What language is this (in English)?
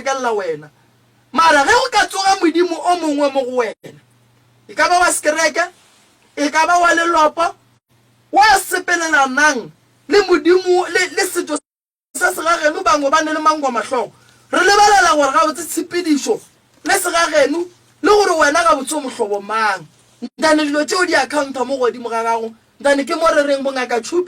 Northern Sotho